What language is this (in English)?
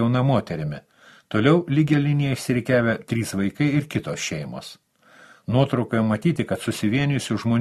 Lithuanian